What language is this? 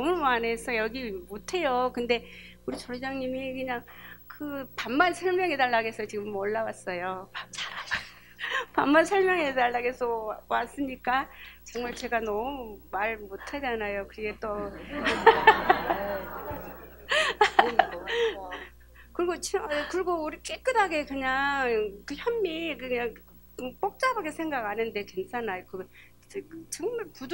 Korean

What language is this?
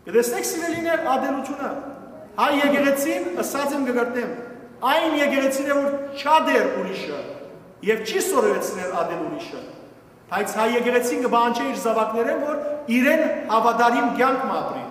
Western Armenian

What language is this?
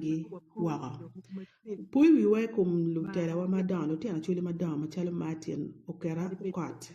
Acoli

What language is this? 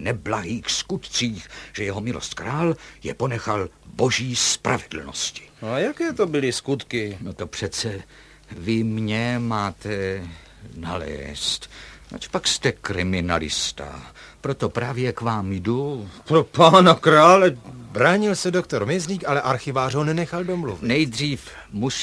Czech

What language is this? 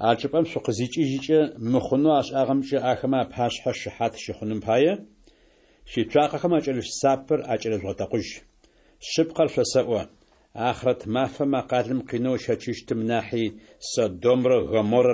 Adyghe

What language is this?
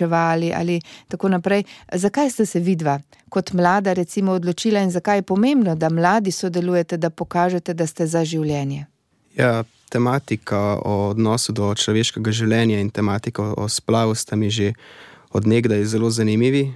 Slovenian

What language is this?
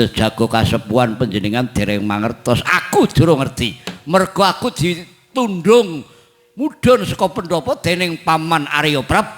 Javanese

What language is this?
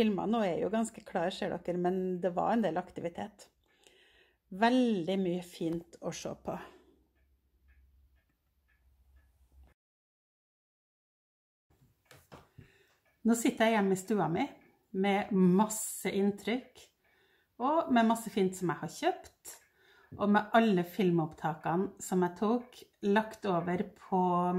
Norwegian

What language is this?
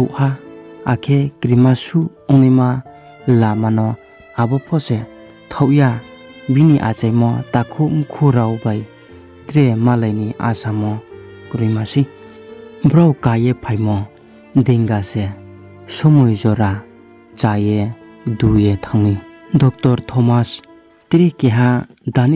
Riang (India)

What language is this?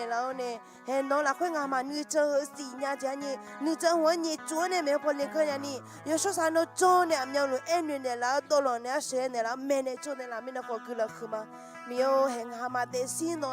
Akha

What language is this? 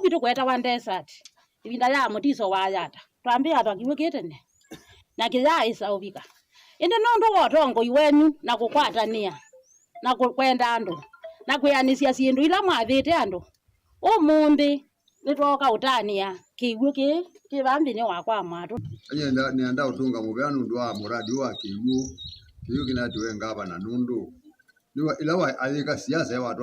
Kamba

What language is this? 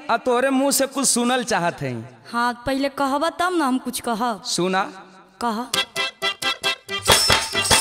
Bhojpuri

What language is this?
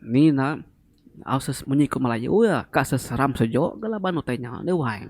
Iban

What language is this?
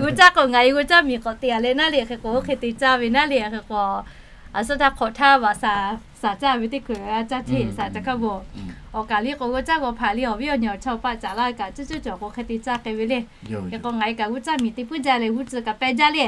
Lahu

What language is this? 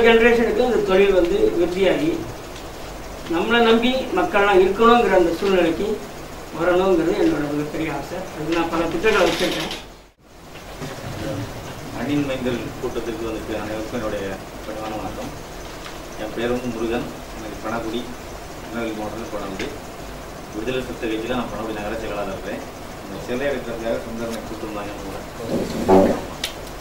Tamil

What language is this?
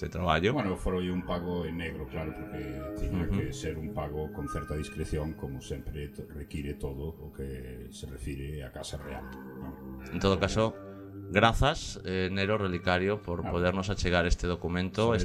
Galician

